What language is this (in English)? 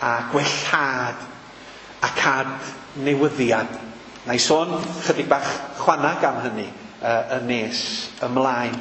Welsh